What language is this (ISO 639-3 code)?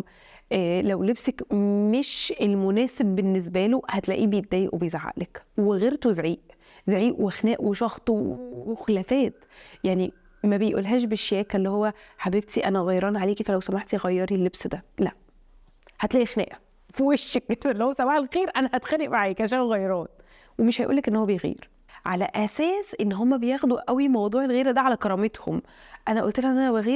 arz